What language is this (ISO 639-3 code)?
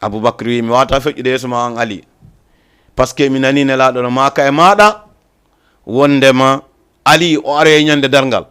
ful